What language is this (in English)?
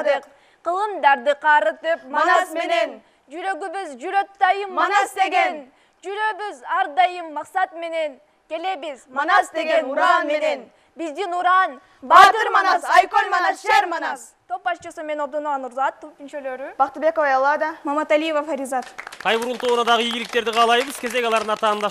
Kyrgyz